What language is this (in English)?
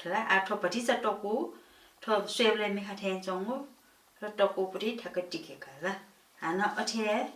Newari